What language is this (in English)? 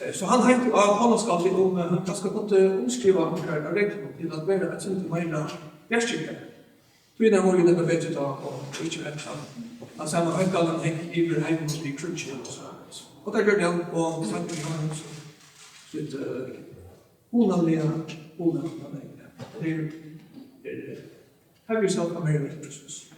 Faroese